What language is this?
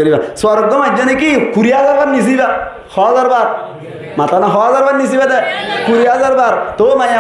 Rohingya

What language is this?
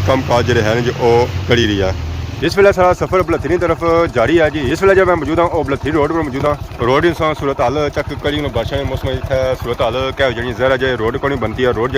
Pahari-Potwari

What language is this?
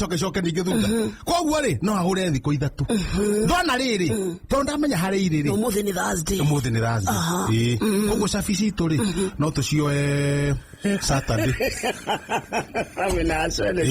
Kikuyu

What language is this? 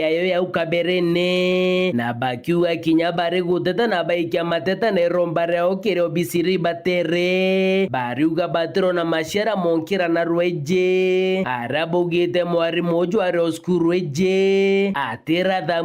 Meru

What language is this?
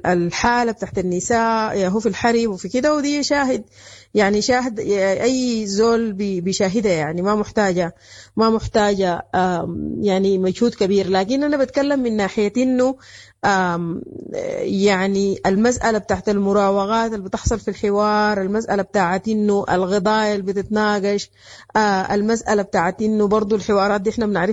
Sudanese Arabic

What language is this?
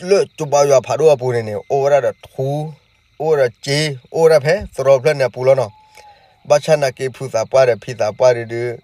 S'gaw Karen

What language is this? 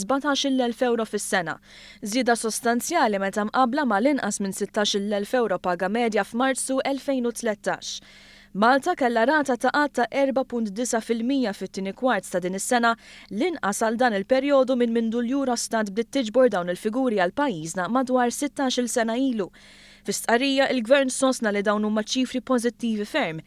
Maltese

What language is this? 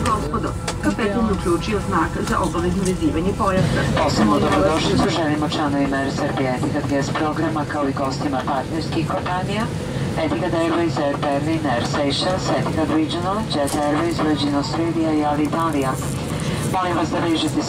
Serbian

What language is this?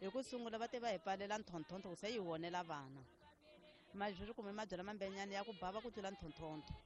Tsonga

